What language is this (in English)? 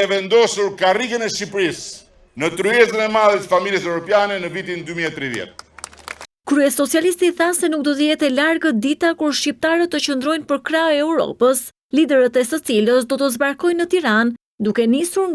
Albanian